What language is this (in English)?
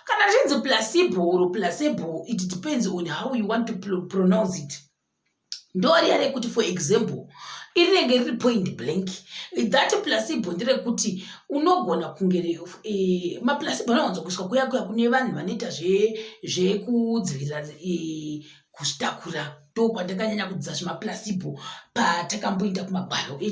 Shona